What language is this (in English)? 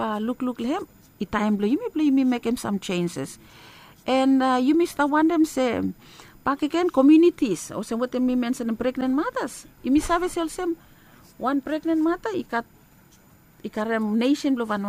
Bislama